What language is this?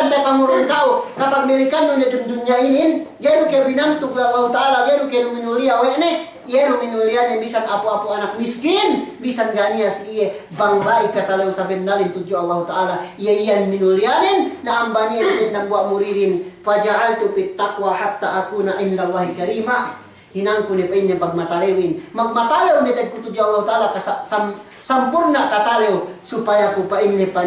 Yakan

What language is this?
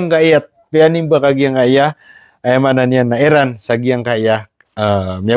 Maranao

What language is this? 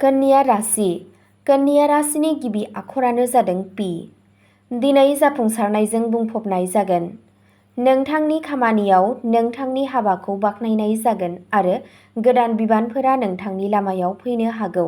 Bodo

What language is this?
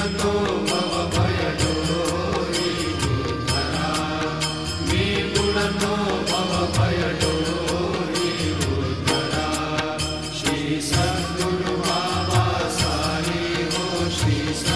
Marathi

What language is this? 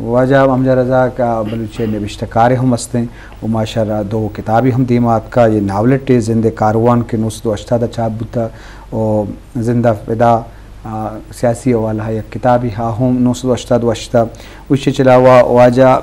Eastern Balochi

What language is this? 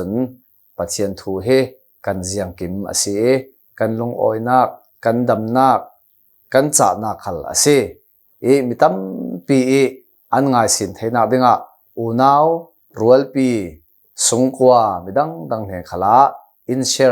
Hakha Chin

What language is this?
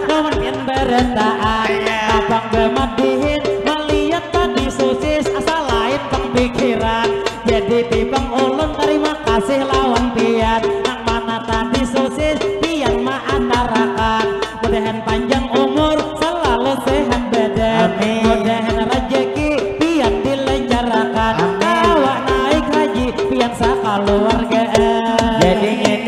Banjar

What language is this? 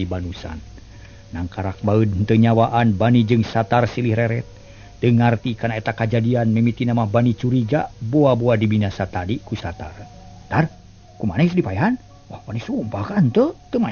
Sundanese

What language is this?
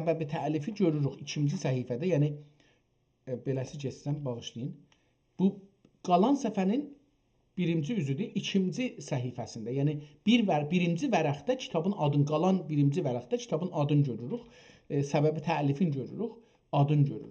South Azerbaijani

